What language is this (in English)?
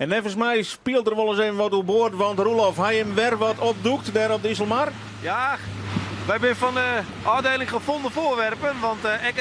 Western Frisian